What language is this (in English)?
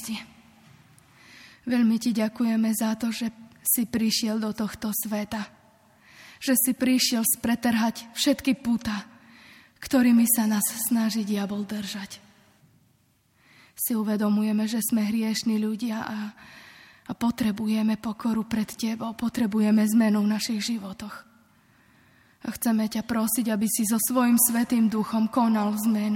Slovak